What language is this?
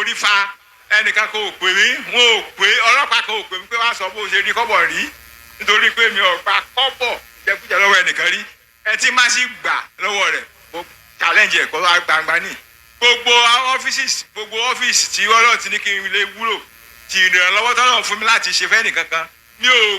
Yoruba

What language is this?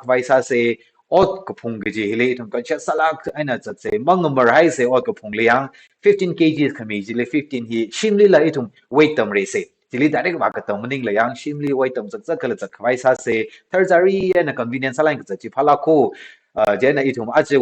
Tangkhul Naga (India)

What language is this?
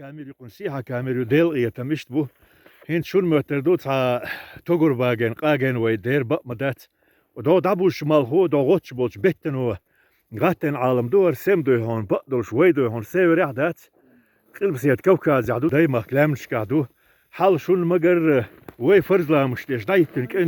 Chechen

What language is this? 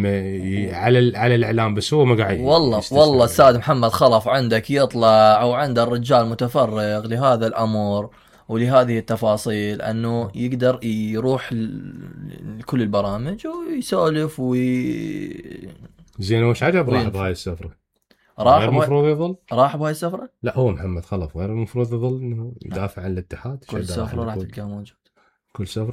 Mesopotamian Arabic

